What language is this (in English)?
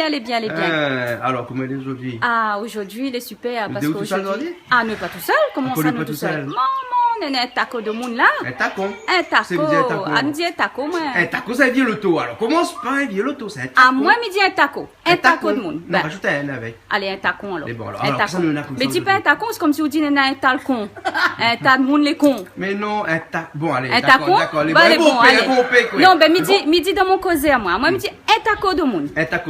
Réunion Creole French